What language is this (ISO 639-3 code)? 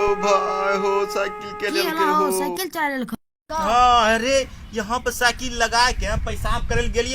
anp